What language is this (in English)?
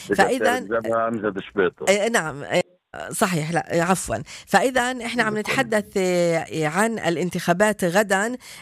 North Levantine Arabic